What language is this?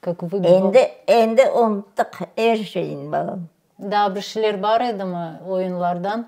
Crimean Tatar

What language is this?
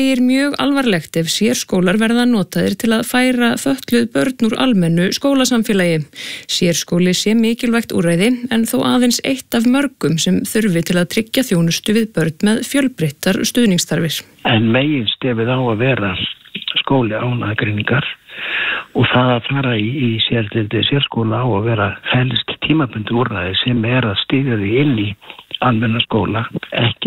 Icelandic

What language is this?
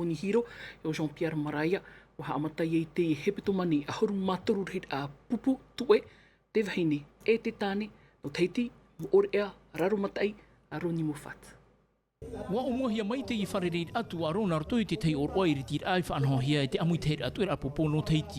Tahitian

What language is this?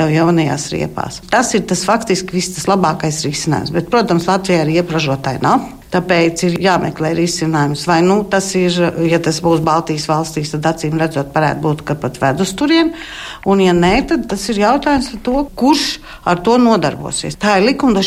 Latvian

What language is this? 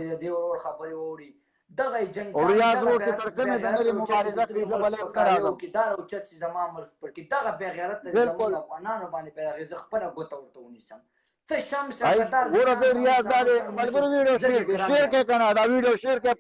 Pashto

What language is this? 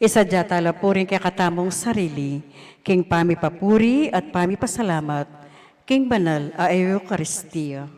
Pampanga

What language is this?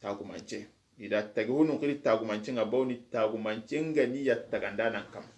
Soninke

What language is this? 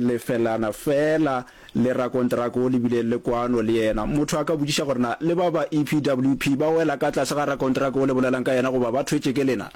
Northern Sotho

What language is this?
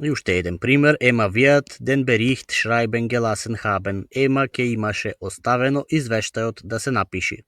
Macedonian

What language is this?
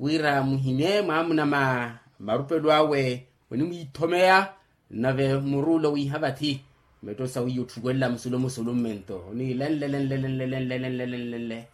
Makhuwa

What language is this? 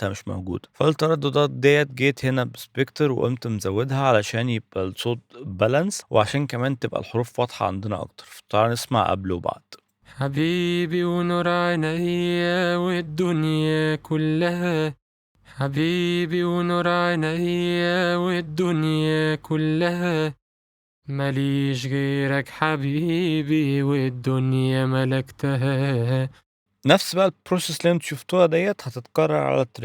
Egyptian Arabic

